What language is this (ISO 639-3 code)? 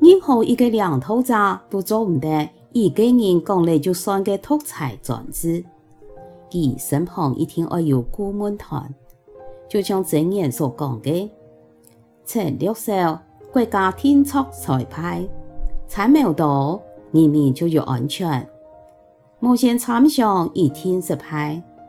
hak